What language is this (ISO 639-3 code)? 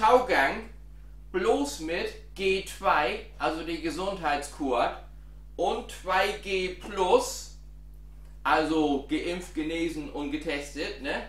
nds